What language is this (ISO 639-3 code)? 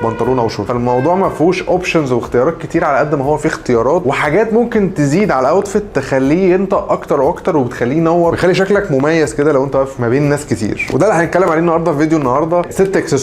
arz